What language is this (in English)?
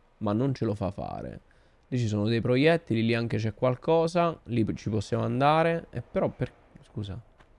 Italian